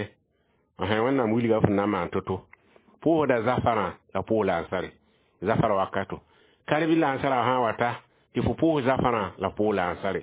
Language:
Mossi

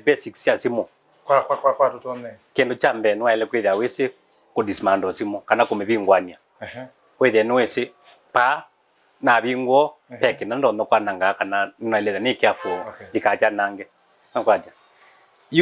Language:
Kamba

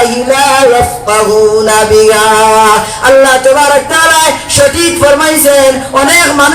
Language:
Sylheti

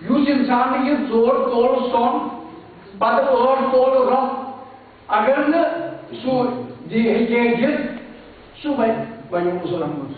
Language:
Kashmiri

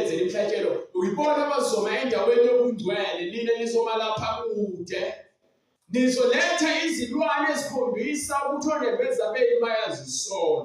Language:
Zulu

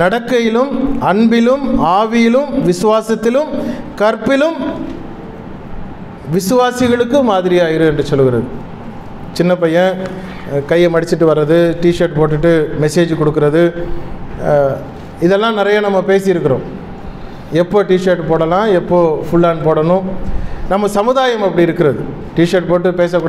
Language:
Tamil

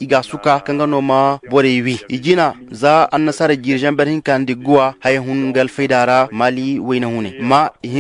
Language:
Zarma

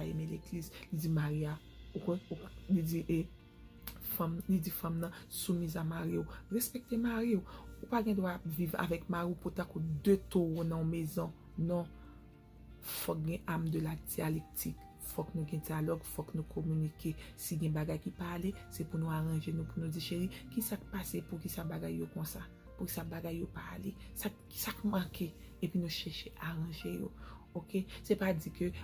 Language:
Haitian Creole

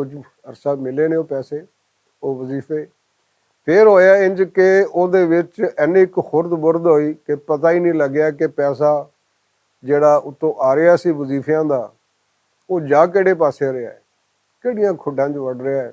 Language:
Western Panjabi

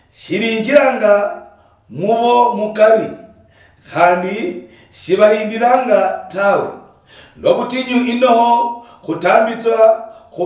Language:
Luyia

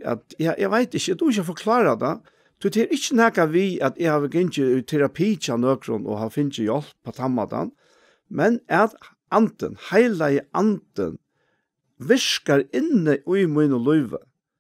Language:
Faroese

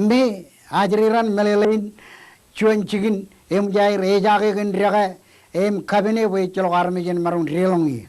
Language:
Marshallese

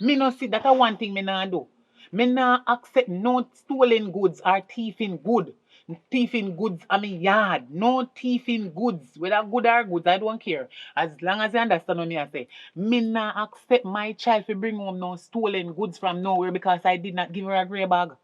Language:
Jamaican Creole English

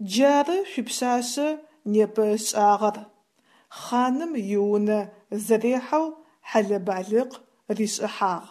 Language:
Adyghe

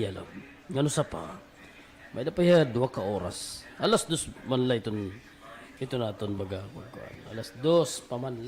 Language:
Waray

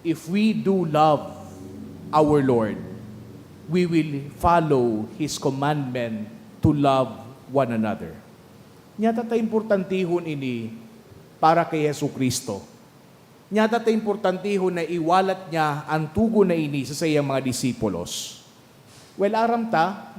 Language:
Bikol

